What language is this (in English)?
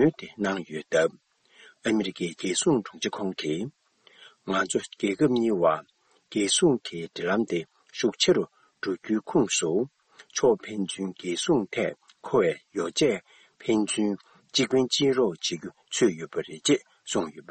Tibetan